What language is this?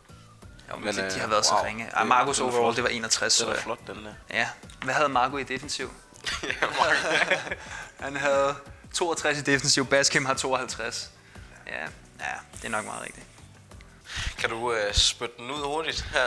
Danish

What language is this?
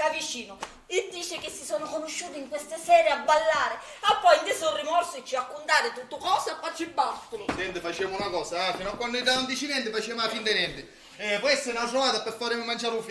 Sicilian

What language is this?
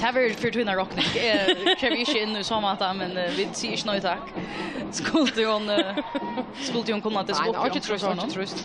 Faroese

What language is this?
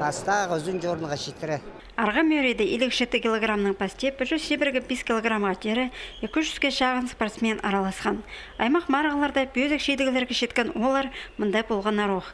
Khakas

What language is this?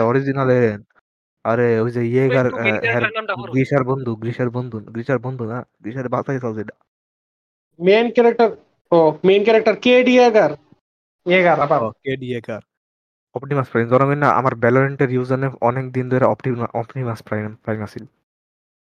Bangla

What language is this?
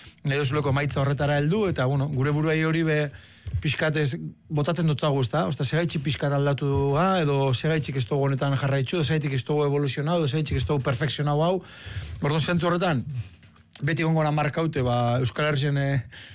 Basque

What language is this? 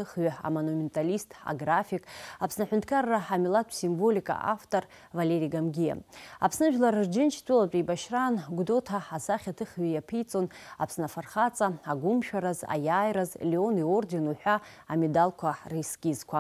Abkhazian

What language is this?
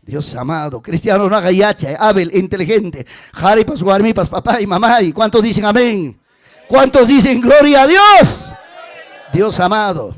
Ayacucho Quechua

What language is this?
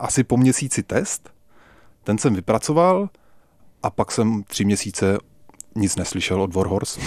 Czech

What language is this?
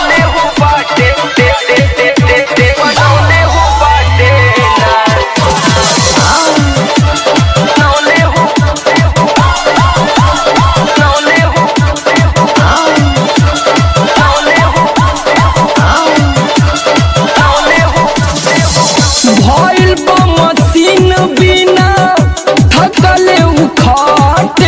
Bhojpuri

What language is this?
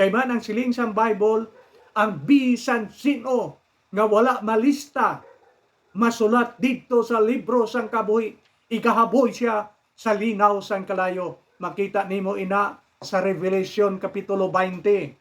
Hiligaynon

